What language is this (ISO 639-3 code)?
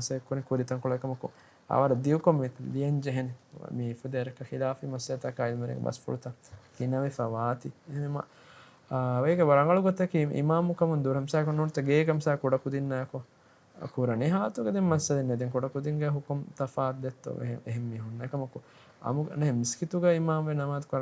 div